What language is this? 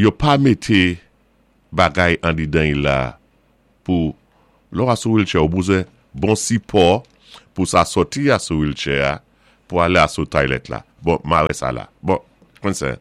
Saint Lucian Creole French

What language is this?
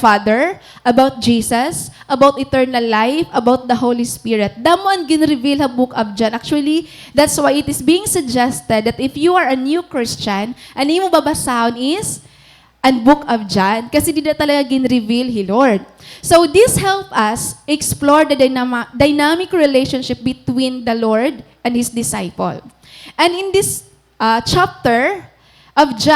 Waray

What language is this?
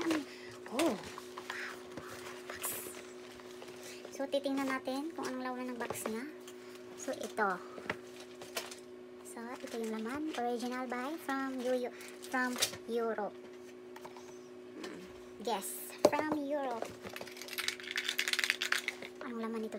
Filipino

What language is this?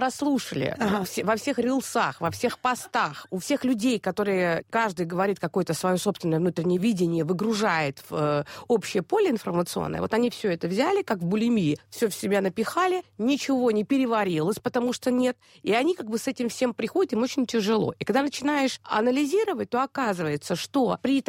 Russian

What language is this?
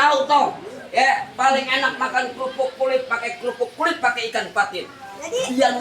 Betawi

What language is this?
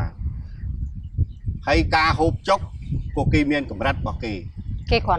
Khmer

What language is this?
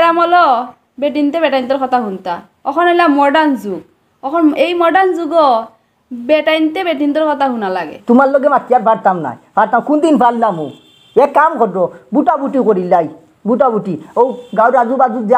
Sylheti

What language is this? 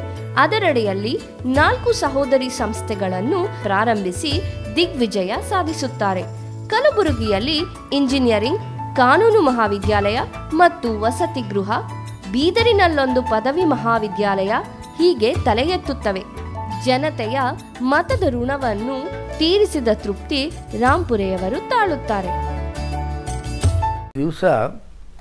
Kannada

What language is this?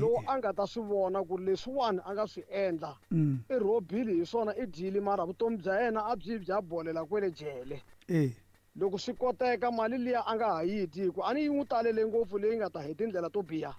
Tsonga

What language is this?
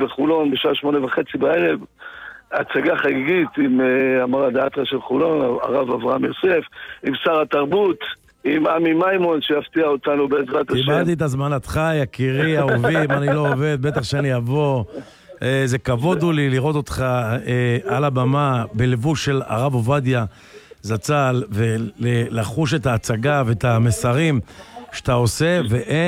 Hebrew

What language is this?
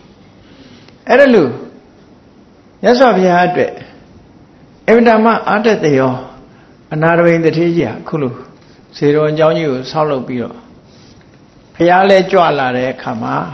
Burmese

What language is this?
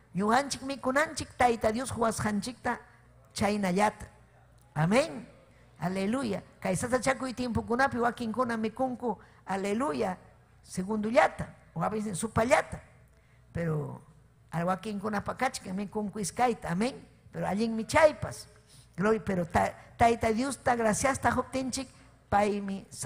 Ayacucho Quechua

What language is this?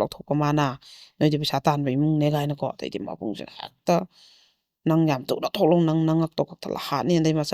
Manipuri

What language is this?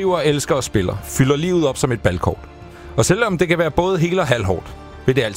Danish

